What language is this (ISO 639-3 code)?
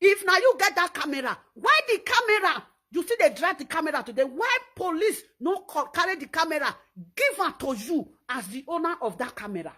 pcm